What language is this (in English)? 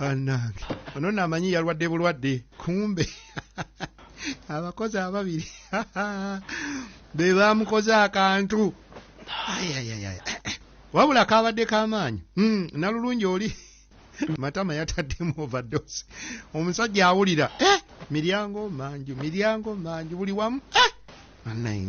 Ganda